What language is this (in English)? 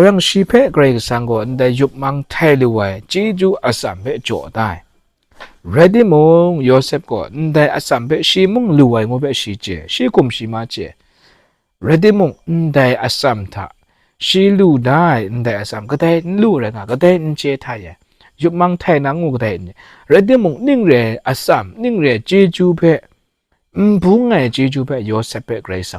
Kachin